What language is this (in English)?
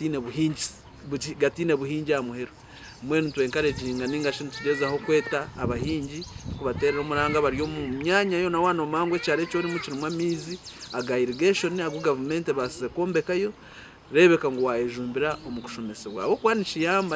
Nyankole